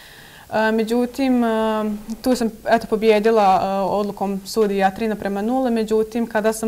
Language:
Bosnian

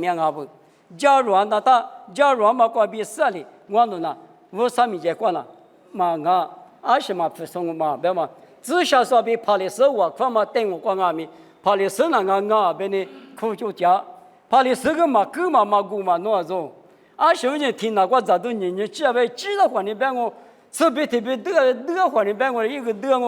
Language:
Lisu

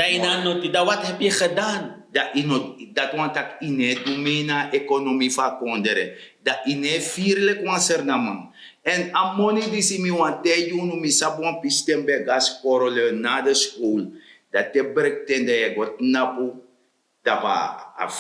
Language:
Sranan Tongo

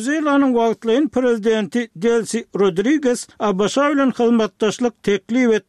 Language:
Turkmen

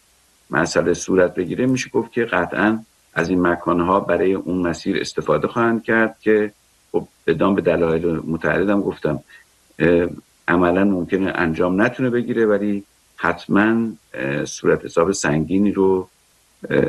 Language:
Persian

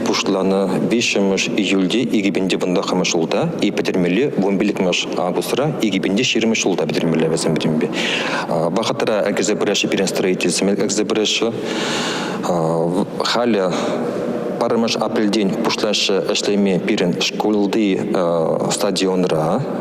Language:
Chuvash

